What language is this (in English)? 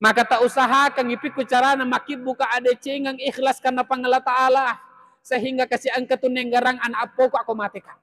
Buginese